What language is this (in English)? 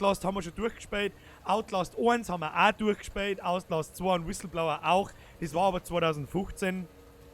Bavarian